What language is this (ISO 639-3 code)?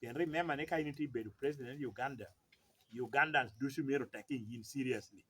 laj